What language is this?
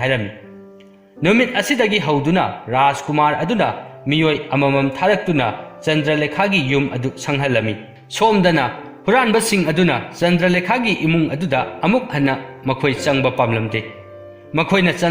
Manipuri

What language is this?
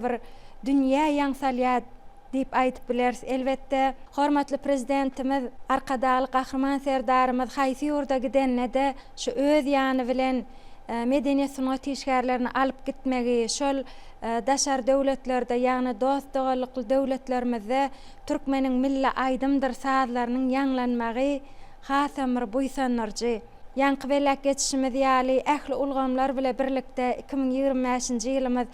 Turkmen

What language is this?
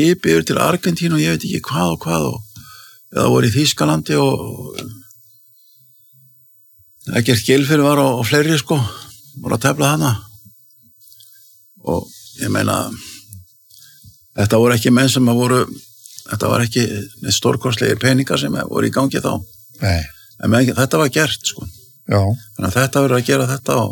Icelandic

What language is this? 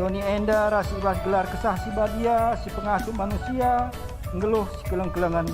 Batak Karo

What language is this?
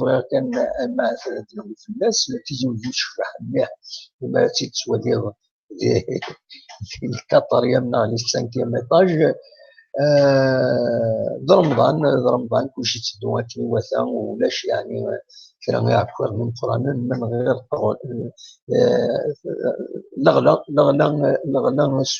Kabyle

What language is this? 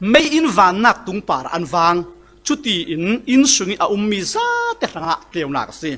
Falam Chin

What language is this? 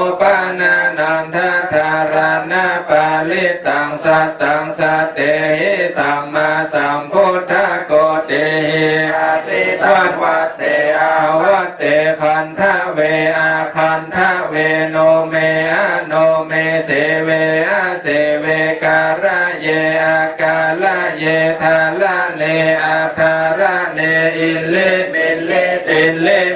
Pali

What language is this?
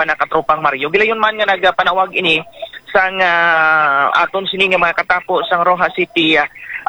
Hiligaynon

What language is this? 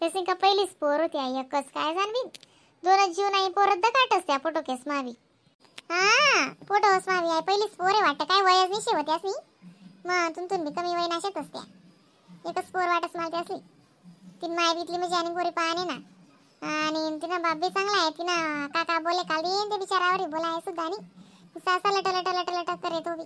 Khandesi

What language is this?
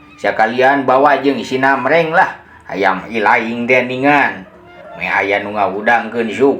Sundanese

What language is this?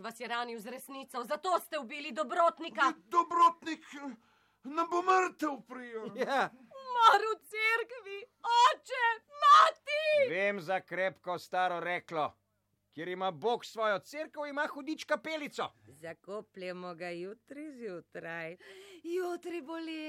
Slovenian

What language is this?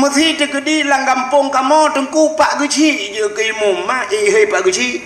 Achinese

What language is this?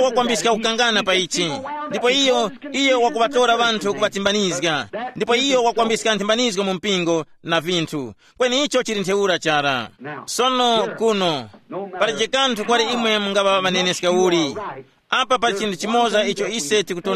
Tumbuka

